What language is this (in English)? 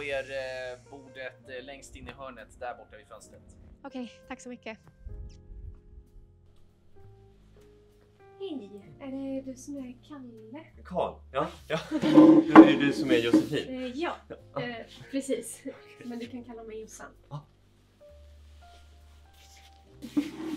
Swedish